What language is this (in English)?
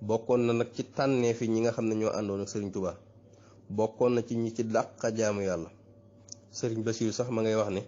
Wolof